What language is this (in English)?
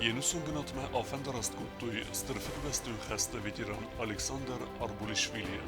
Ossetic